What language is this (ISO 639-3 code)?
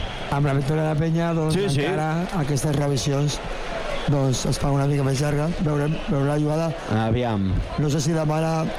cat